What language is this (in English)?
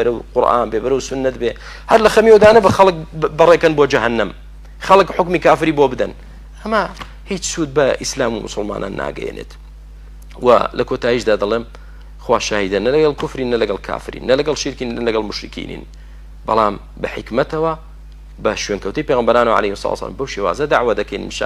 Central Kurdish